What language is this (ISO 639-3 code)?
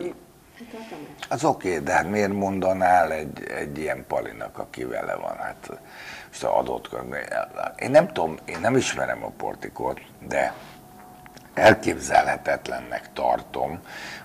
hun